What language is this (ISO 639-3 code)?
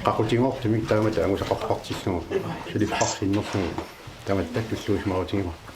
kal